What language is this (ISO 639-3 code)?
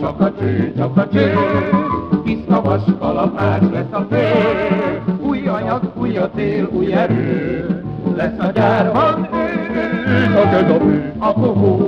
hun